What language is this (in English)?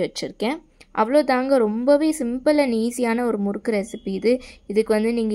Tamil